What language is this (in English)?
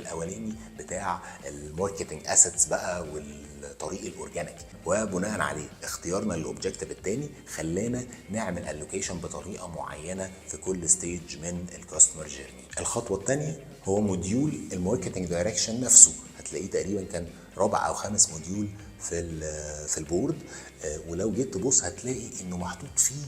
Egyptian Arabic